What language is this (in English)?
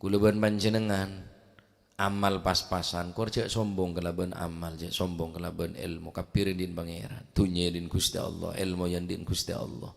Madurese